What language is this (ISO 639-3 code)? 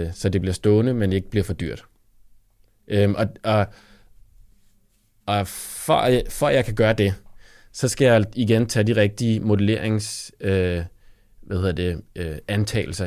dan